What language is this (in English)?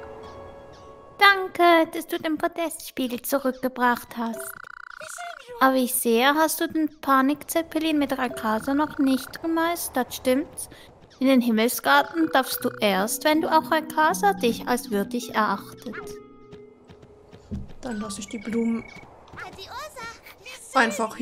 German